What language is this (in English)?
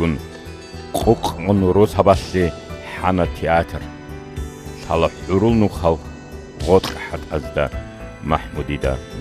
Avaric